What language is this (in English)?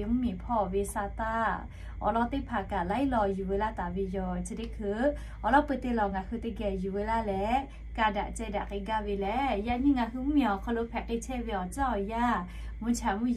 Lahu